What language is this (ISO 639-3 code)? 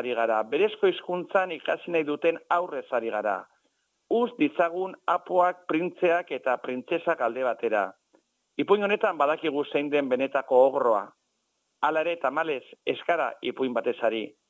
eus